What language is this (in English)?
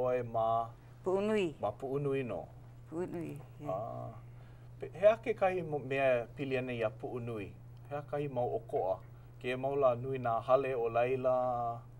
Hawaiian